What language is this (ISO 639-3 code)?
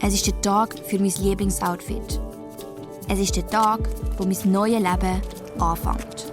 gsw